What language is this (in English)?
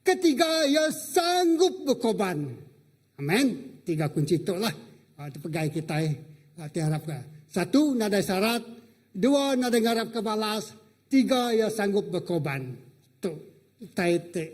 Iban